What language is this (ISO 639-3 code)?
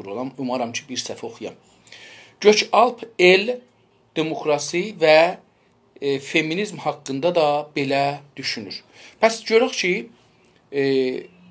azb